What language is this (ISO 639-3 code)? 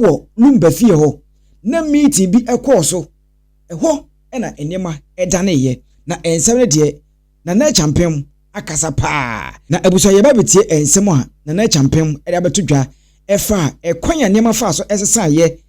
aka